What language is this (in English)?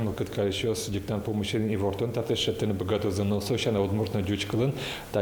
Udmurt